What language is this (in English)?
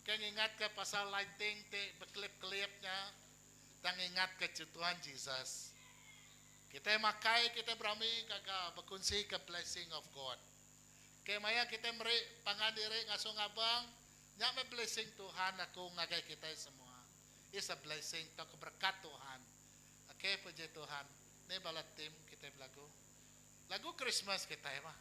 Iban